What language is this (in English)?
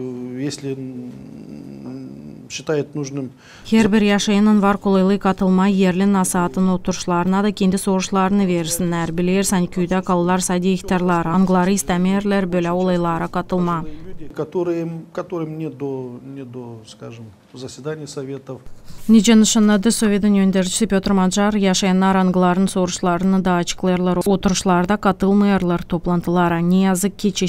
Gagauz